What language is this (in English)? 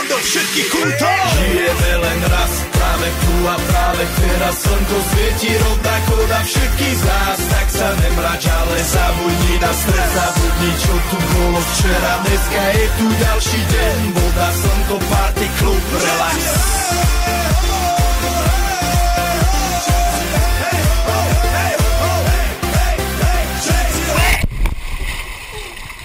Slovak